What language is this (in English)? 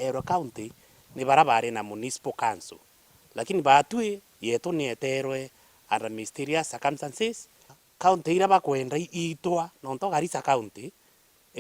Meru